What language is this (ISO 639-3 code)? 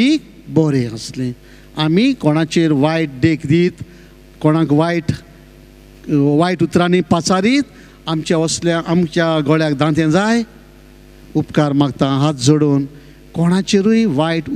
kok